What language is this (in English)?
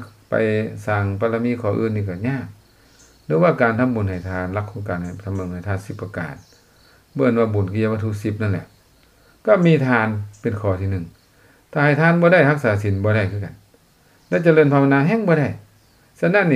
Lao